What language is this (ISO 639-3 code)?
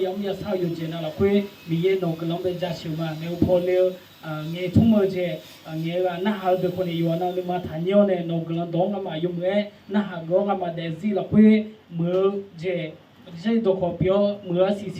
ahk